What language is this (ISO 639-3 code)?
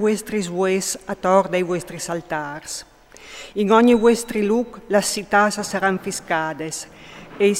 fur